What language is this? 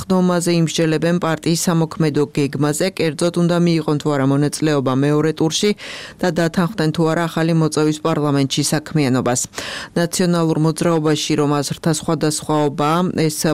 Georgian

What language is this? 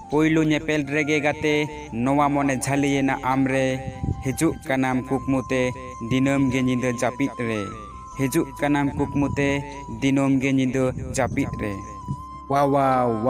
Santali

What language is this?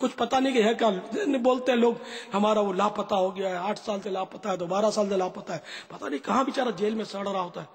Urdu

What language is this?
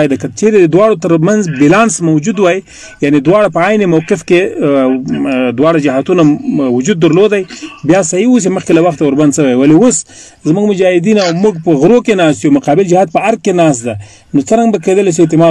Pashto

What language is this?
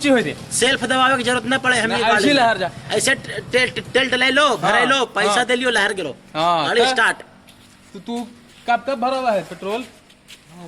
Magahi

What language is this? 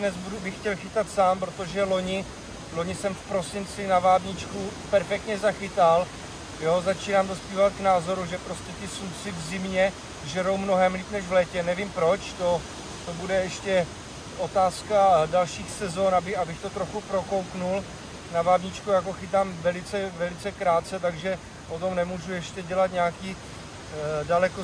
Czech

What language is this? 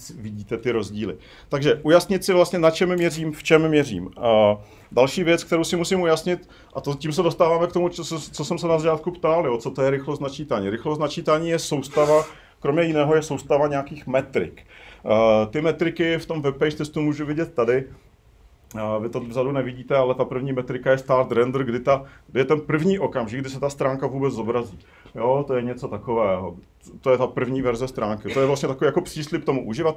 Czech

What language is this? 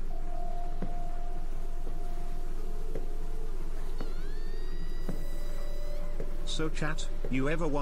English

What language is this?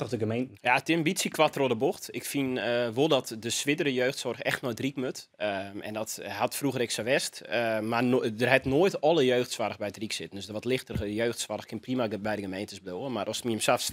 Western Frisian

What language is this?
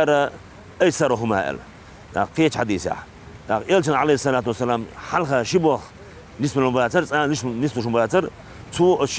Chechen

